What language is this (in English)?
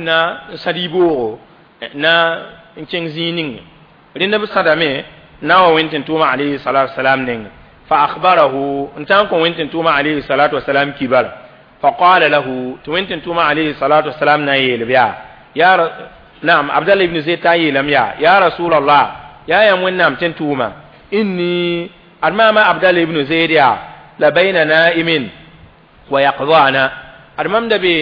Mossi